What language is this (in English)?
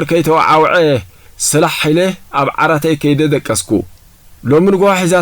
Tigrinya